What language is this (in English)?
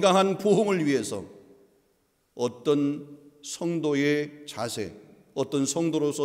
Korean